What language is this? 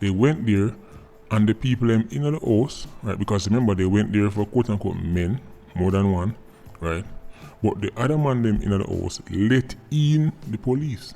Jamaican Creole English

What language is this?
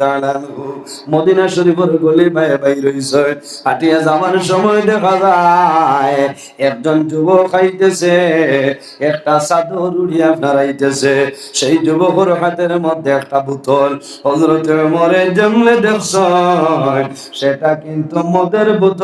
Sylheti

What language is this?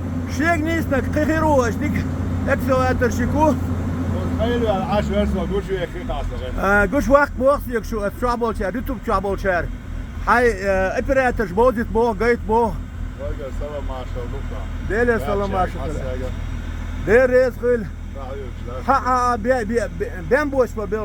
Chechen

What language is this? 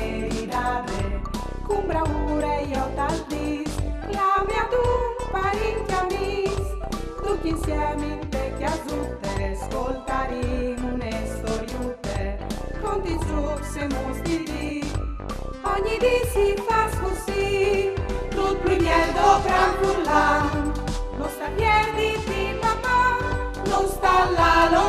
Friulian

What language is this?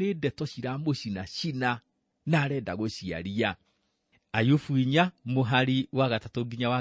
Kikuyu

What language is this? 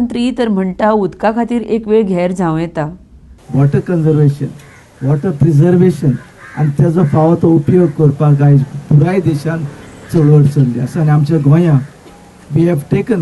Konkani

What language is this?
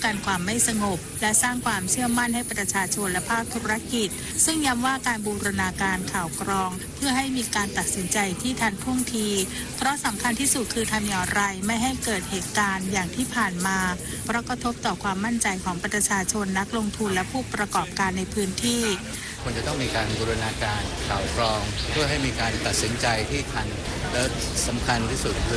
Thai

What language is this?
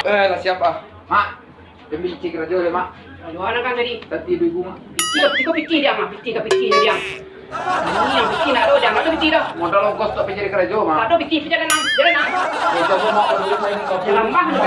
Minangkabau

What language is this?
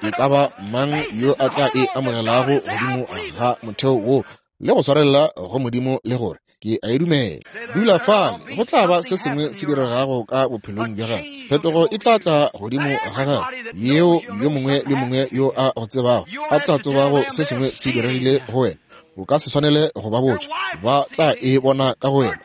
Northern Sotho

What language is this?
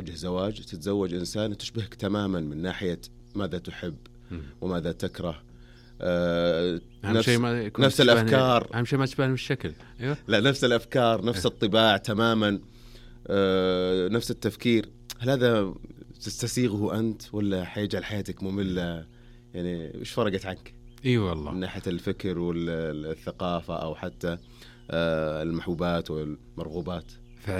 Najdi Arabic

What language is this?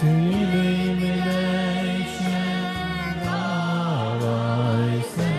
Yiddish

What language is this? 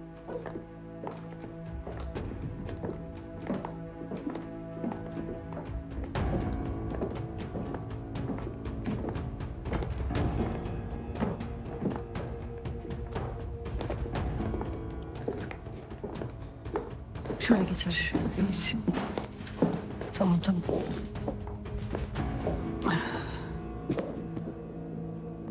Turkish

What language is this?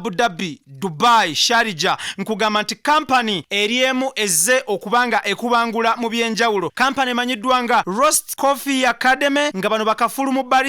Ganda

